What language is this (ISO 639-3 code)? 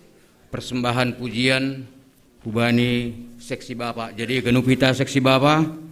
bts